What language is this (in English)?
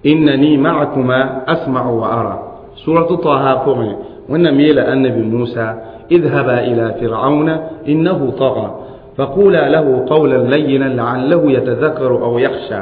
Mossi